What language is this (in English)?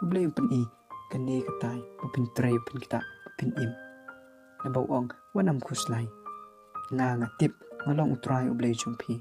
Khasi